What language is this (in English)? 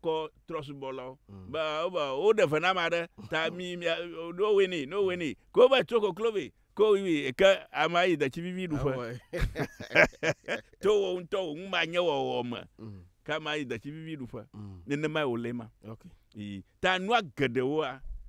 Ewe